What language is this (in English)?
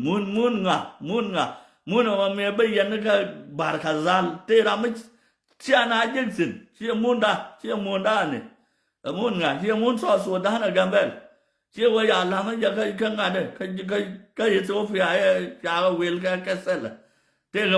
Nuer